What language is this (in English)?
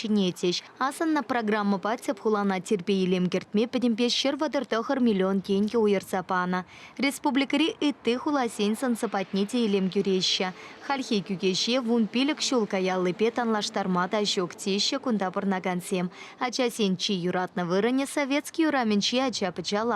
Chuvash